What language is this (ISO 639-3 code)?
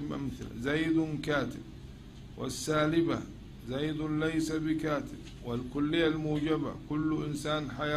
ara